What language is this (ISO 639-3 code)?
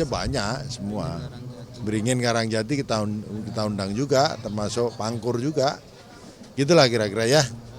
jav